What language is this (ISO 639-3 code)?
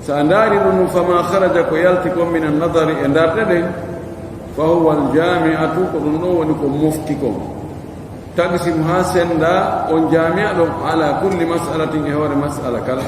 ful